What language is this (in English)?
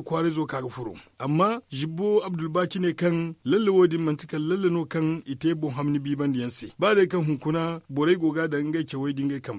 Zarma